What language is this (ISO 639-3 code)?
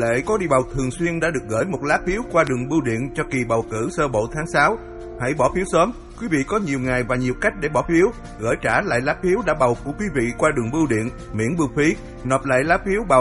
vie